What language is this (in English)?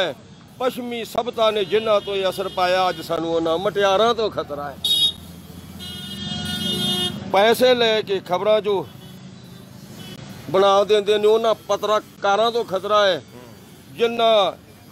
Punjabi